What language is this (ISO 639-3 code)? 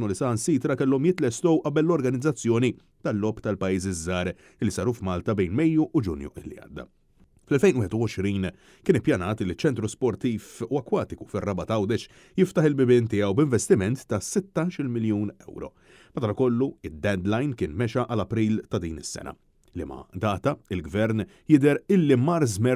mlt